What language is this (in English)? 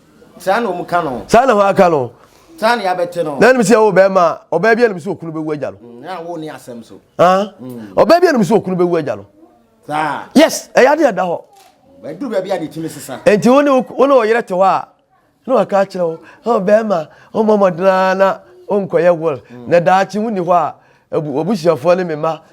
Akan